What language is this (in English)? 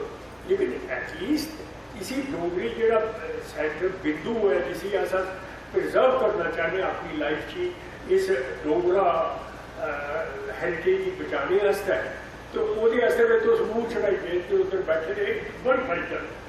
Dogri